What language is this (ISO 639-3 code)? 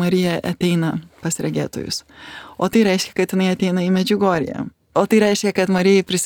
lit